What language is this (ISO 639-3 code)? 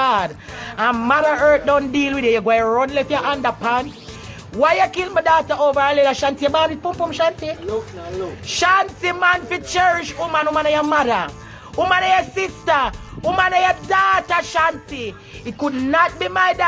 jam